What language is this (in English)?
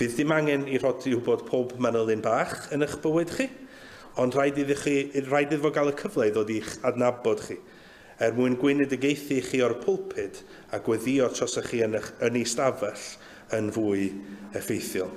Welsh